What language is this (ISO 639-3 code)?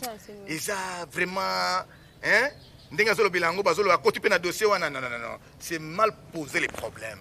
lin